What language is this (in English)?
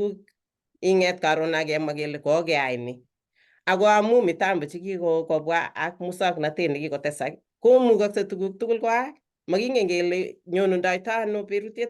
Kalenjin